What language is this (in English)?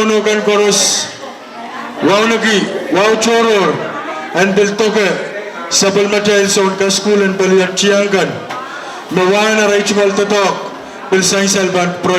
Pohnpeian